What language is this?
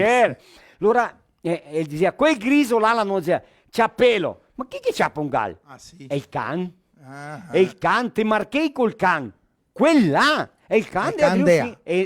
Venetian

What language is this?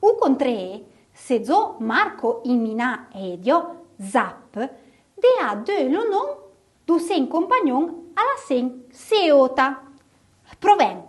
Arpitan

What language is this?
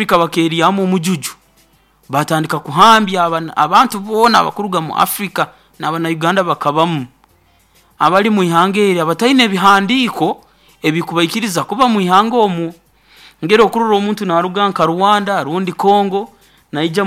Nyoro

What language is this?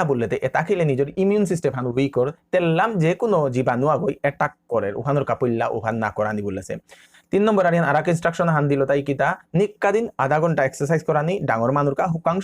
Bishnupriya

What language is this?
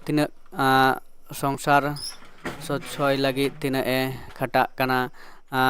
Santali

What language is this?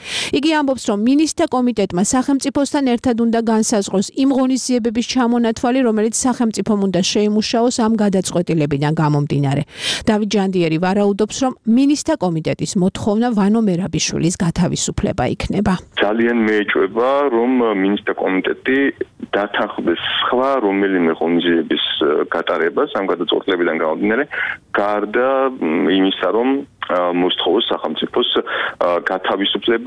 Georgian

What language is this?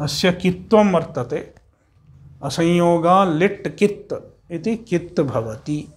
Sanskrit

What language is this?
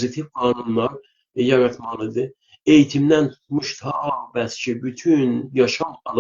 South Azerbaijani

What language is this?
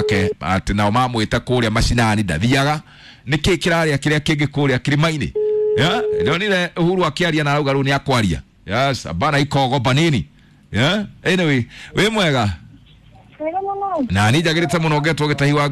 Kikuyu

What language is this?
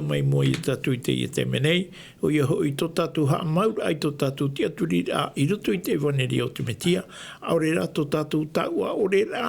Tahitian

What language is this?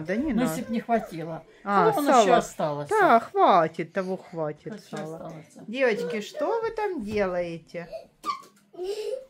Russian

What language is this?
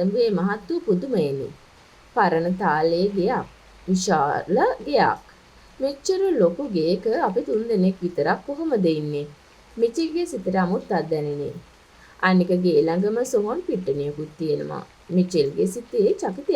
Sinhala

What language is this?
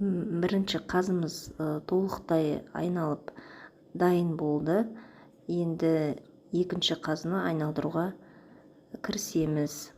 Kazakh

